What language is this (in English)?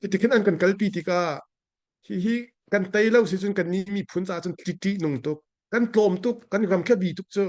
Hakha Chin